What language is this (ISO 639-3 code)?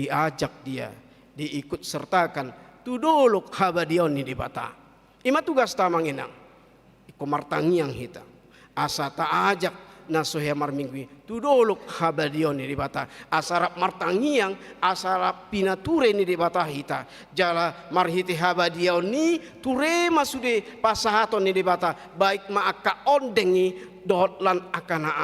bbc